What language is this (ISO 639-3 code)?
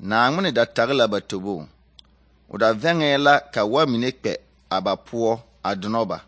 dga